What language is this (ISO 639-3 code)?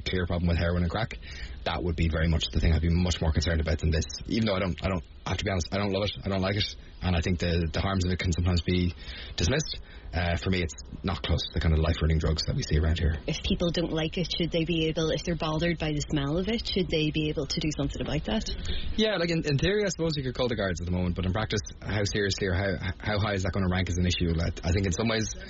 eng